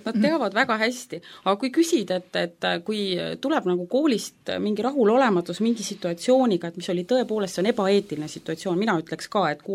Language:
Estonian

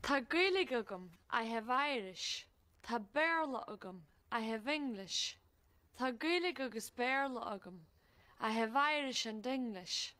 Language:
Irish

